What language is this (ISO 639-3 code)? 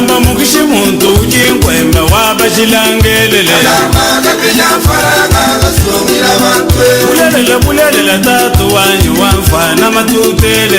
lua